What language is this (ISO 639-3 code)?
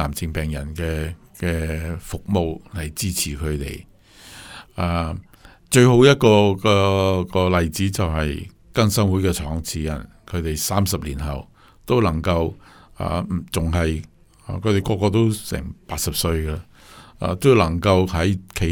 yue